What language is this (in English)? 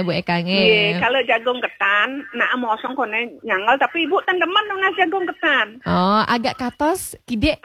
Balinese